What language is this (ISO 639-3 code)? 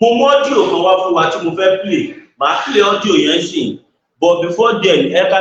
yor